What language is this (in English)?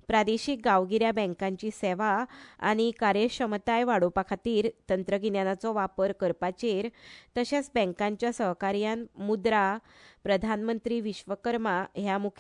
Konkani